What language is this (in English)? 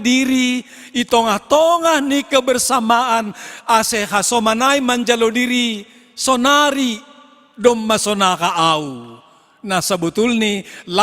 Batak Simalungun